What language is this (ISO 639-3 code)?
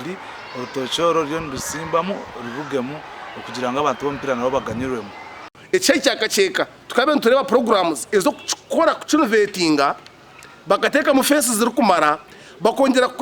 nyn